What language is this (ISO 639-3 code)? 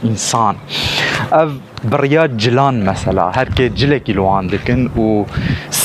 kur